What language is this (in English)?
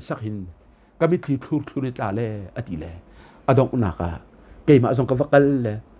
Hakha Chin